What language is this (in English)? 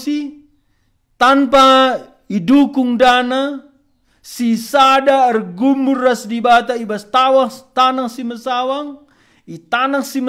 Batak Karo